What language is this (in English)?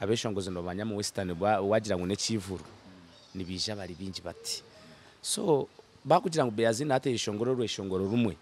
Nyankole